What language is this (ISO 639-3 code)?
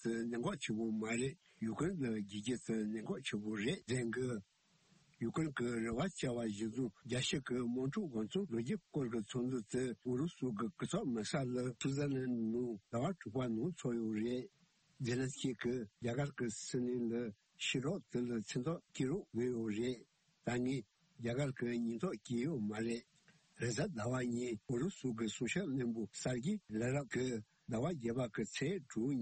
bod